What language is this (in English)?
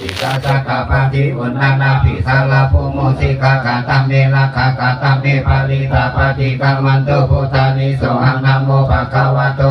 Pali